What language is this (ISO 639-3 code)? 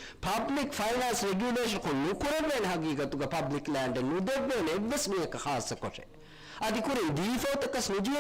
div